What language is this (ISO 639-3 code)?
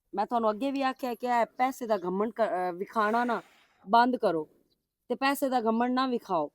lah